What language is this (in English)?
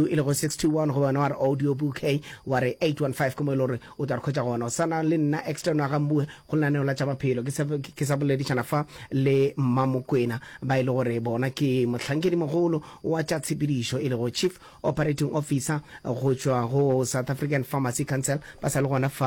Northern Sotho